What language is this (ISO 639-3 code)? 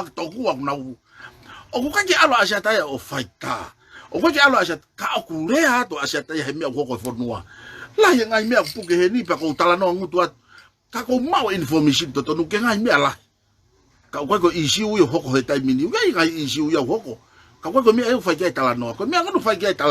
ton